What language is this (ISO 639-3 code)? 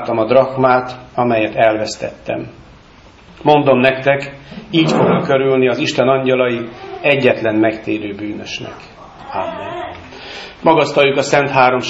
hun